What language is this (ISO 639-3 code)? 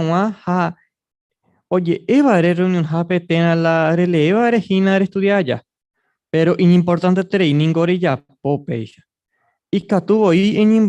grn